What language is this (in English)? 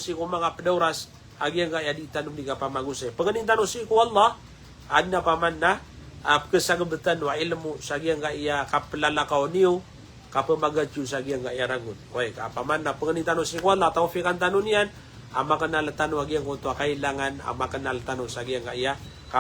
Maranao